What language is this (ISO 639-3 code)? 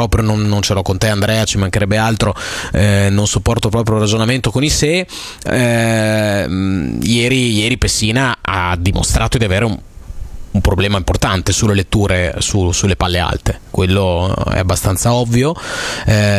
ita